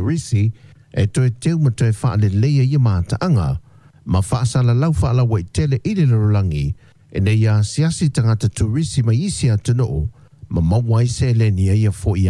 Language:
Samoan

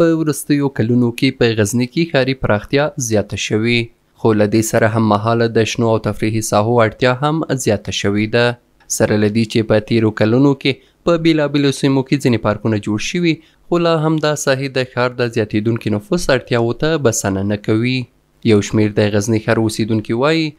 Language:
Pashto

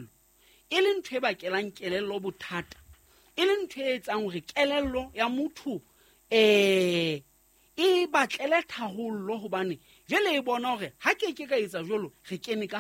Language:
Southern Sotho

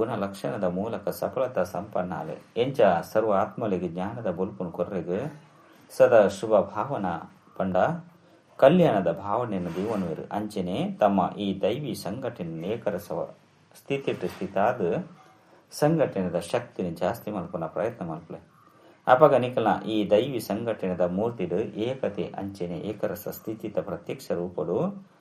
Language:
Tulu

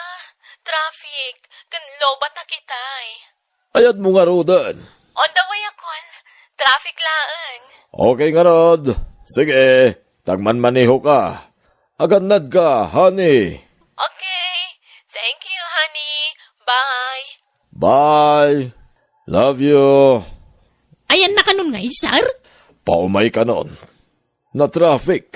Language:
Iloko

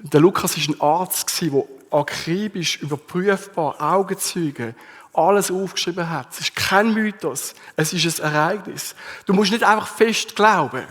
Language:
Swiss German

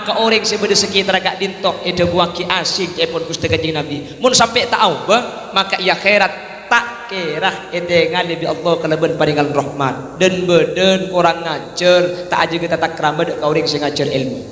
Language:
Madurese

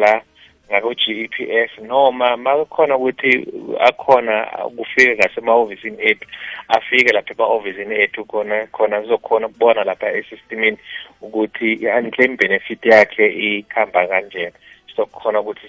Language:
South Ndebele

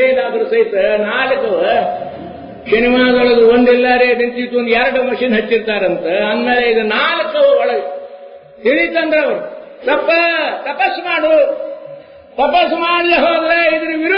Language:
Kannada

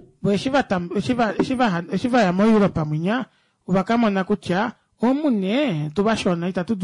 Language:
Kuanyama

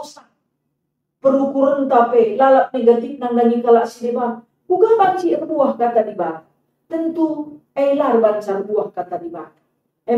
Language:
Batak Karo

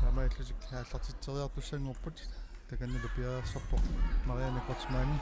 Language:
Kalaallisut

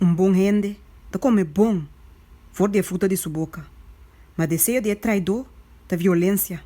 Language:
Papiamento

